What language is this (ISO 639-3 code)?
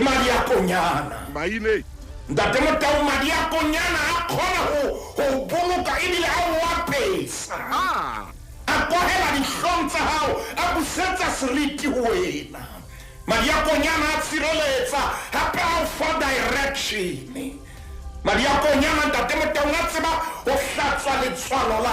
sot